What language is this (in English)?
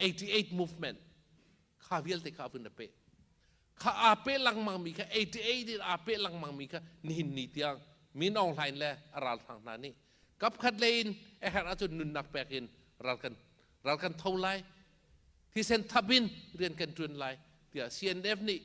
Hakha Chin